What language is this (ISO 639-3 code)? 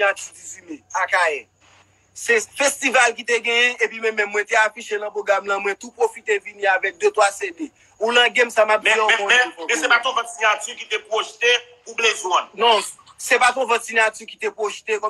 hat